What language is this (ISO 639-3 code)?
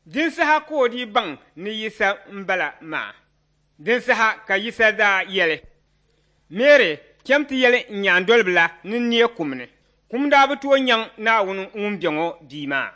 dag